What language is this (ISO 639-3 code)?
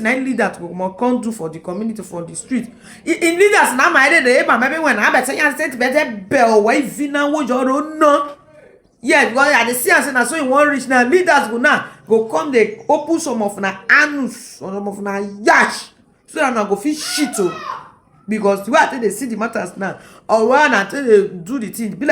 pcm